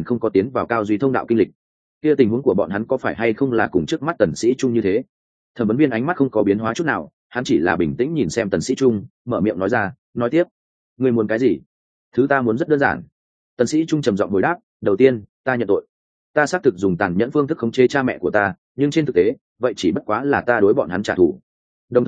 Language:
Vietnamese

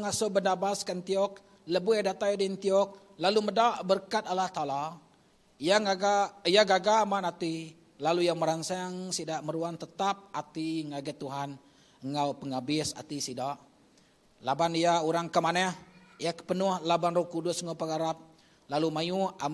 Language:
Iban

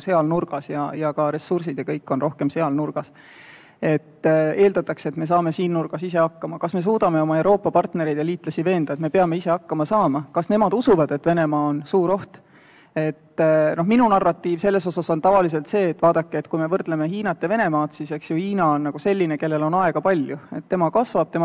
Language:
Estonian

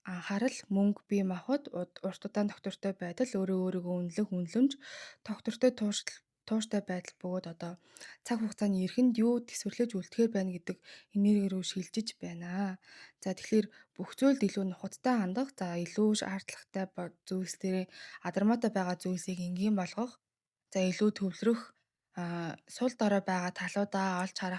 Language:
Mongolian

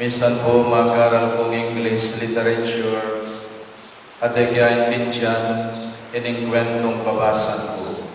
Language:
Pampanga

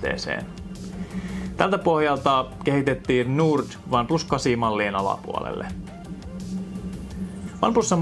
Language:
Finnish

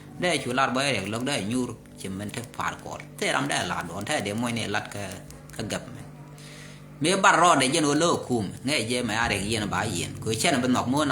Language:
Nuer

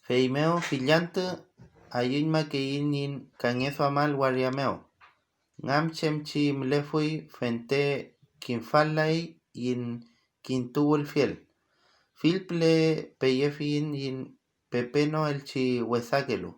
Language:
Mapuche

